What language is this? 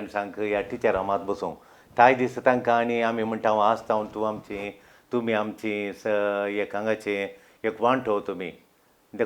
Konkani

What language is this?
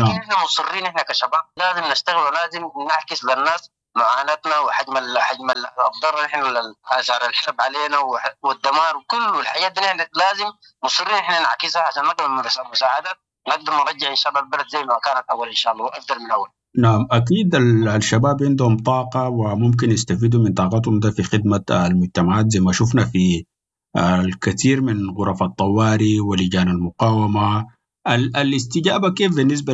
Sudanese Arabic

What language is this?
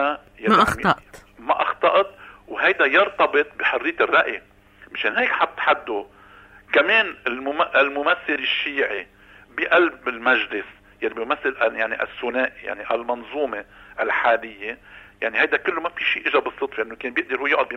North Levantine Arabic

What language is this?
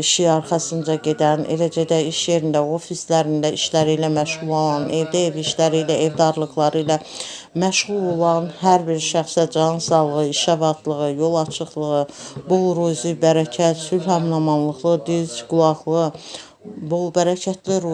Azerbaijani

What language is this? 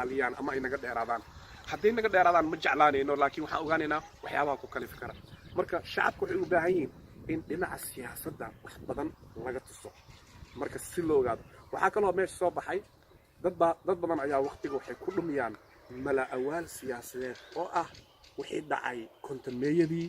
Somali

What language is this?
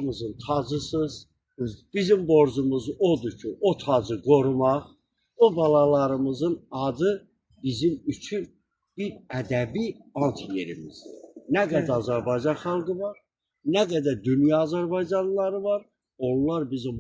Azerbaijani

